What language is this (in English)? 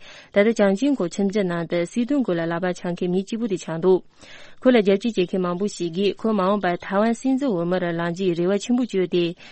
Tibetan